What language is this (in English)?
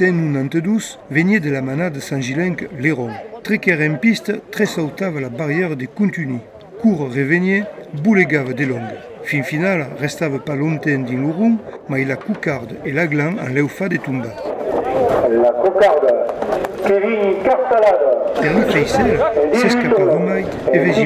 Occitan